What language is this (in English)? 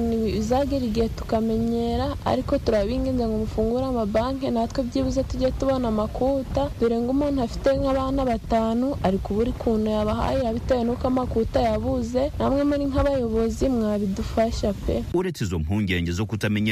Kinyarwanda